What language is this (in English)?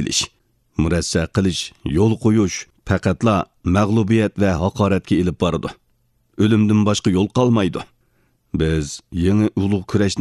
Uyghur